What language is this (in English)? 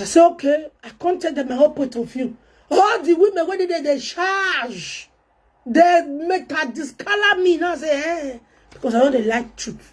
Nigerian Pidgin